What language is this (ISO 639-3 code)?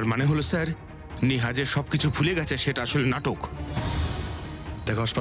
ben